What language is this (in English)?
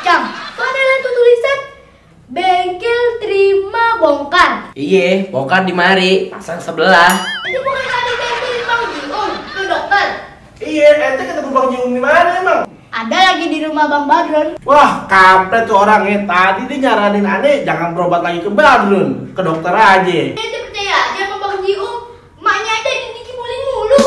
Betawi